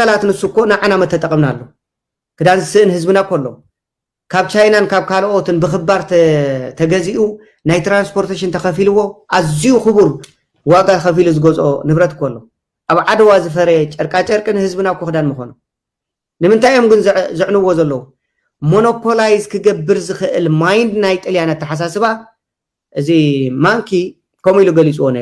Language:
Tigrinya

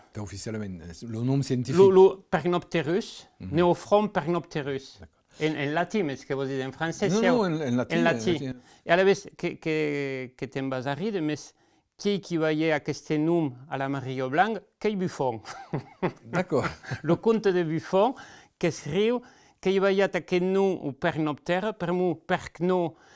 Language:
Occitan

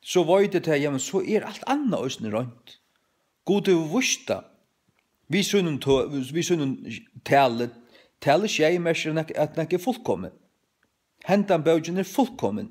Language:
Faroese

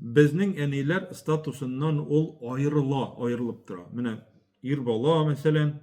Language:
Tatar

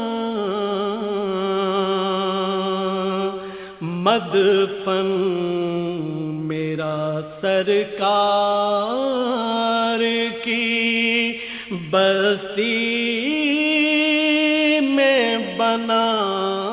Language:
Urdu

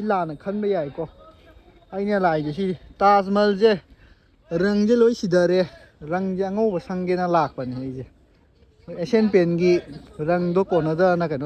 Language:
Manipuri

